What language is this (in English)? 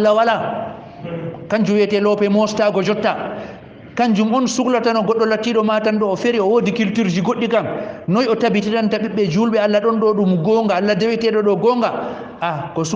Fula